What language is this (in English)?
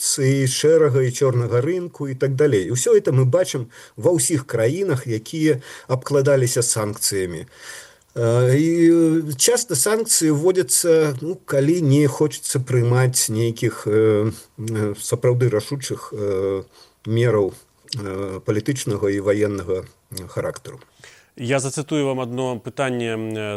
Belarusian